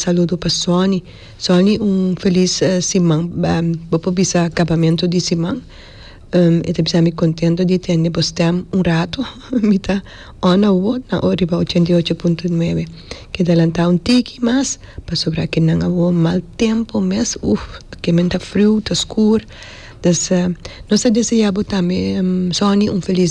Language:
Papiamento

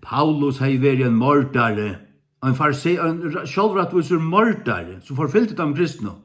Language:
Faroese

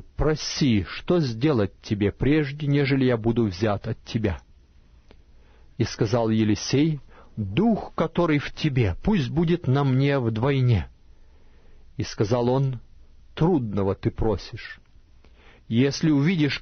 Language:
Russian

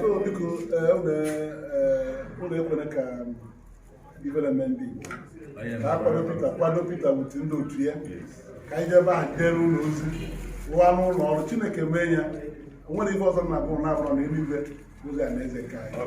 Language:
Igbo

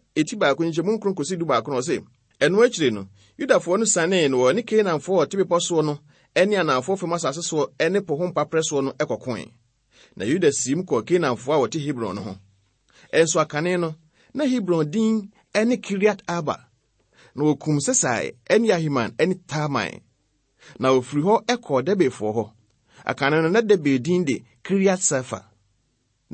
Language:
Akan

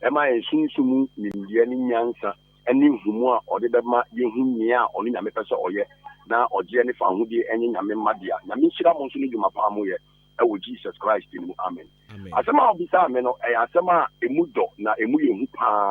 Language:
Akan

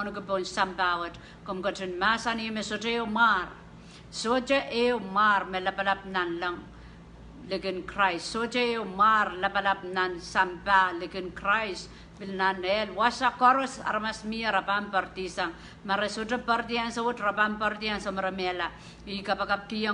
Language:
Pohnpeian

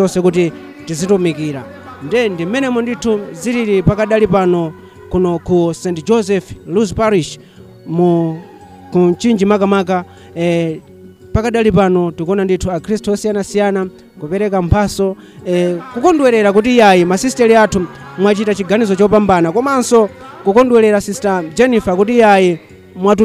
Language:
Nyanja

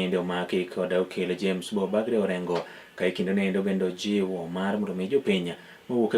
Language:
Luo (Kenya and Tanzania)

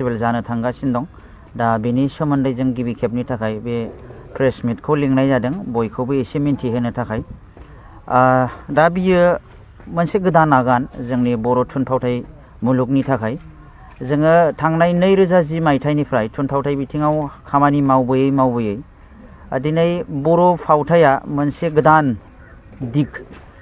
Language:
Bodo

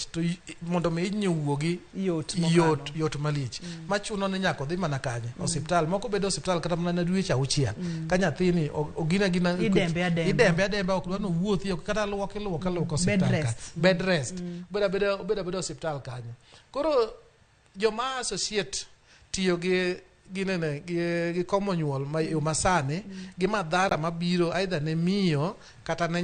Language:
Luo (Kenya and Tanzania)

